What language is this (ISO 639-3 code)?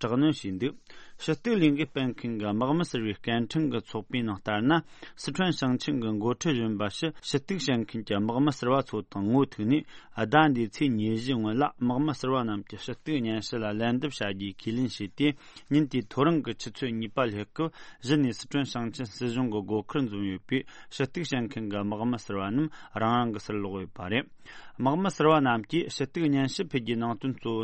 bod